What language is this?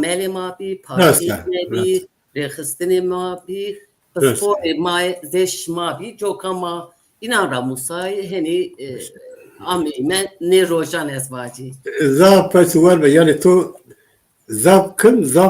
Zaza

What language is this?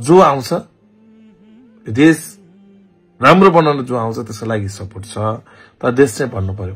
Nepali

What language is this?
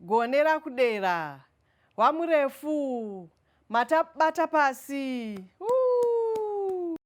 Shona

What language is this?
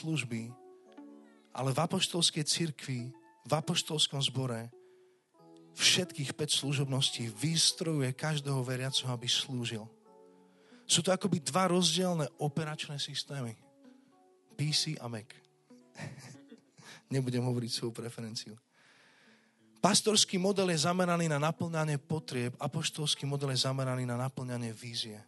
Slovak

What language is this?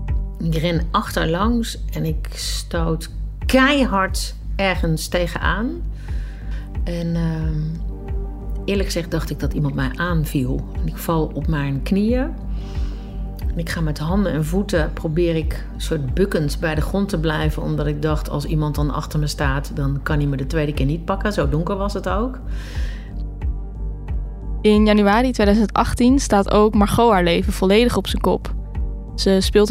Dutch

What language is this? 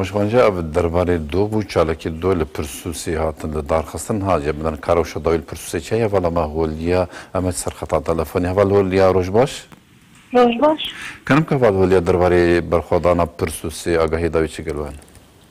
Kurdish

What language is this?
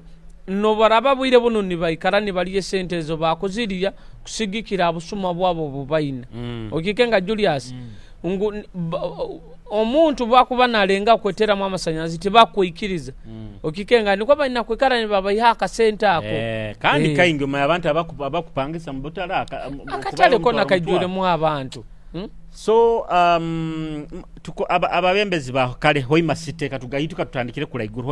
Nyoro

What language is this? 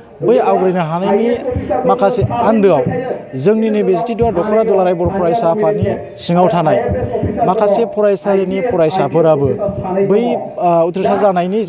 Bodo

